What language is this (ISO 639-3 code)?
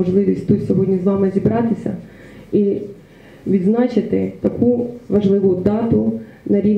ukr